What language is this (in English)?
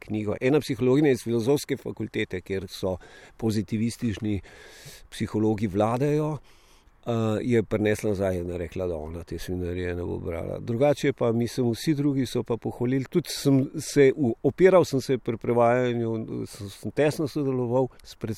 Slovenian